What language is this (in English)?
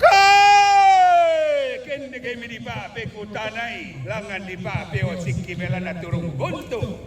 Toraja-Sa'dan